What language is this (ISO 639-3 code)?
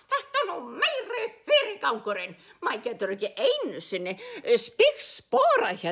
isl